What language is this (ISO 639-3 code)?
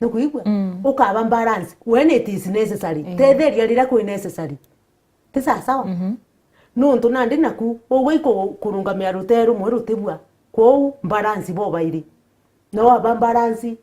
mer